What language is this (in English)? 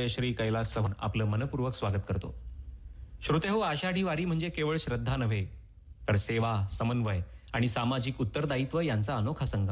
Marathi